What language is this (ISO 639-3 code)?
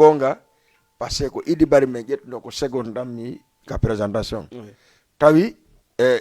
ful